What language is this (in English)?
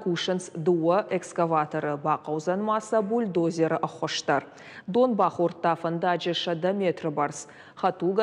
Ossetic